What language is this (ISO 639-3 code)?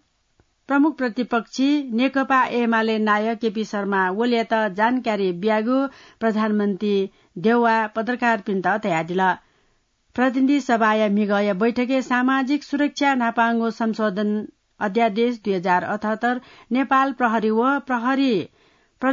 new